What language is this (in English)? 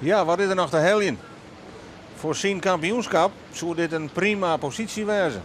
Western Frisian